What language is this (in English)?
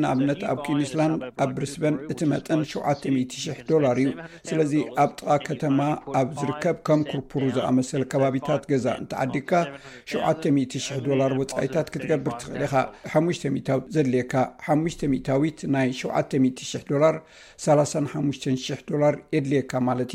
Tigrinya